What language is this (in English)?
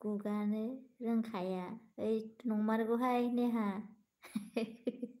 Bodo